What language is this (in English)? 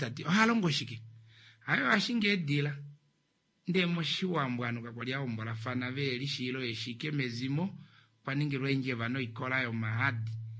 Kuanyama